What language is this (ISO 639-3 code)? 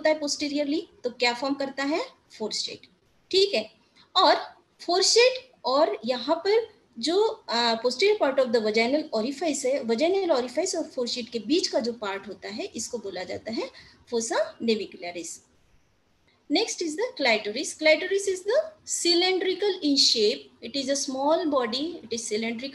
hin